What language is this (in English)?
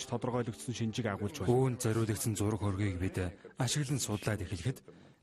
Mongolian